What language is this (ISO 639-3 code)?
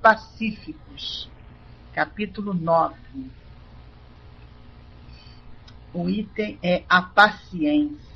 por